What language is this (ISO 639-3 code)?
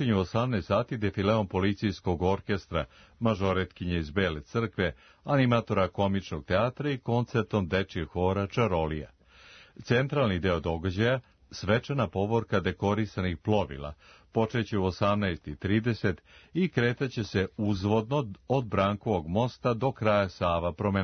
srp